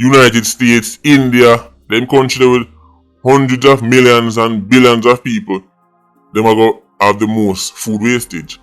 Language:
Jamaican Creole English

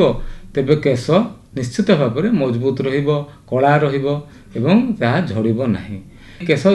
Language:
Odia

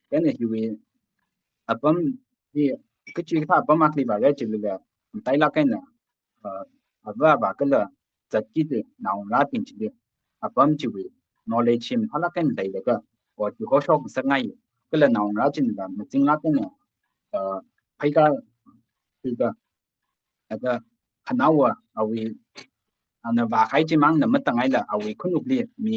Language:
Tangkhul Naga (India)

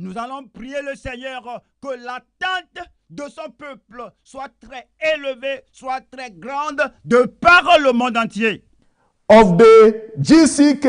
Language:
Ewe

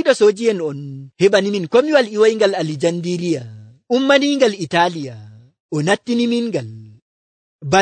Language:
Nigerian Fulfulde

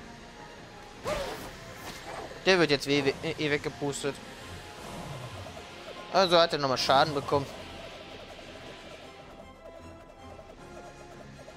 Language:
German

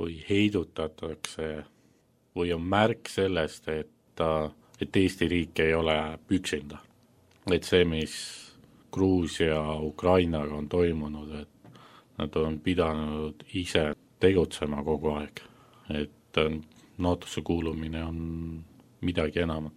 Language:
Estonian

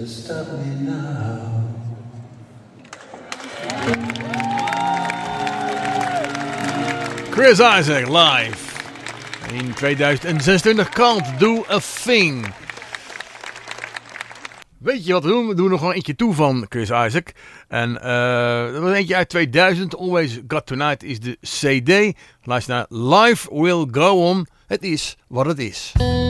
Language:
Dutch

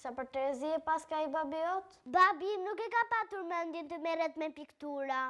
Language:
Albanian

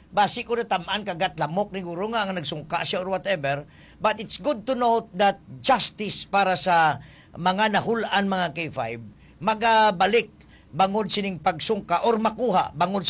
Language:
Hiligaynon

